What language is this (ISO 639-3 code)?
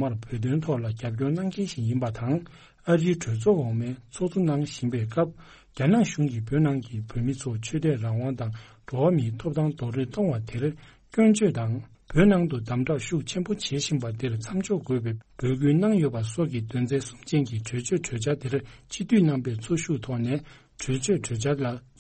bod